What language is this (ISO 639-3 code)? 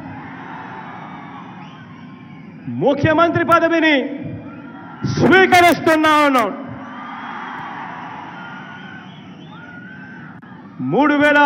tel